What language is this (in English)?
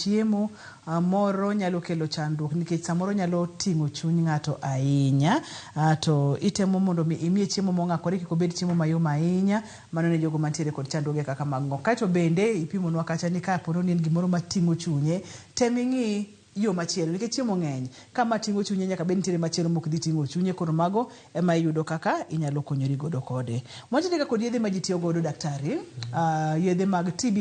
Luo (Kenya and Tanzania)